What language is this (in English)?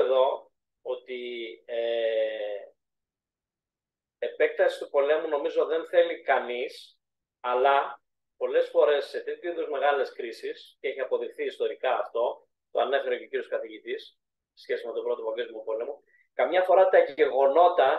Greek